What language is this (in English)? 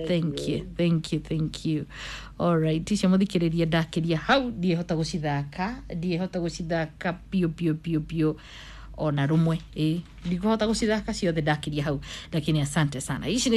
Kikuyu